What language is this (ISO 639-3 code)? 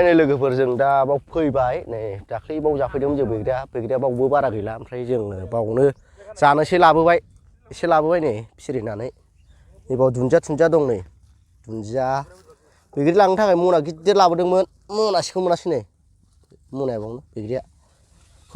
brx